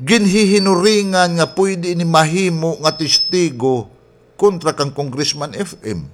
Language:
Waray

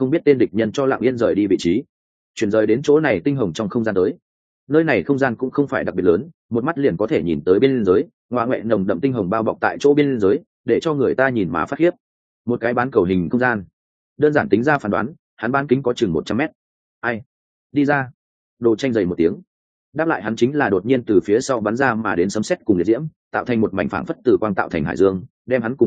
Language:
Vietnamese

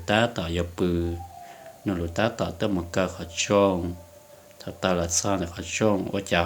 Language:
Hmong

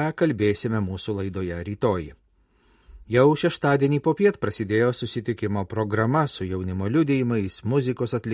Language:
Lithuanian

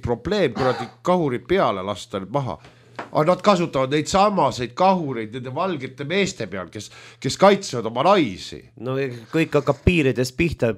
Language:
Estonian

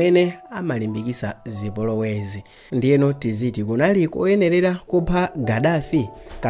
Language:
Nyanja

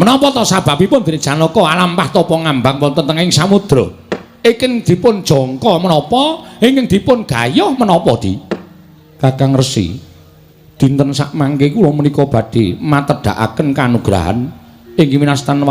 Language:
Javanese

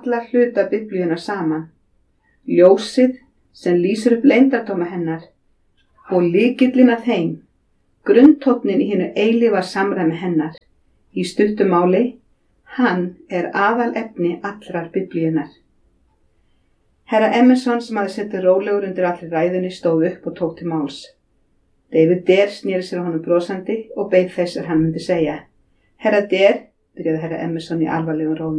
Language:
Icelandic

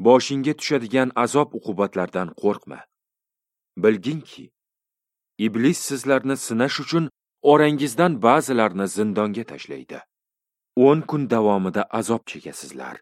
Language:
Uzbek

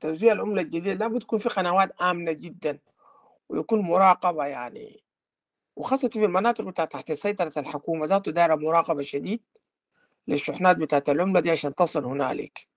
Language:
Sudanese Arabic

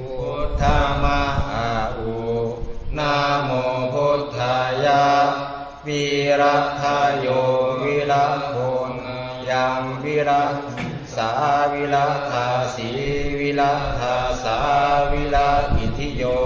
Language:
Pali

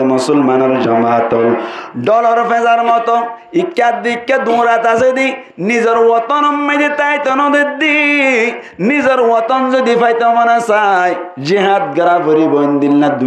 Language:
Rohingya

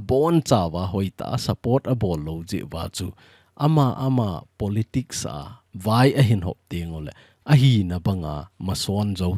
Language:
Thado Chin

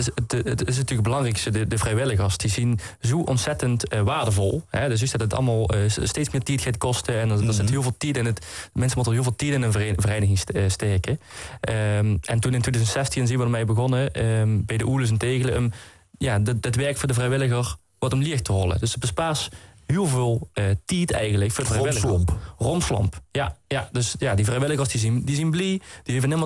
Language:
Dutch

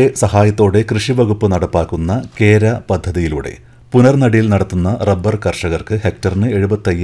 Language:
Malayalam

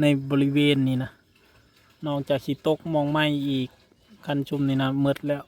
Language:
Northeastern Thai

